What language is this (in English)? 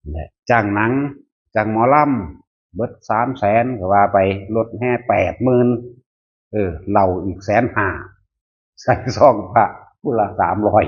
Northeastern Thai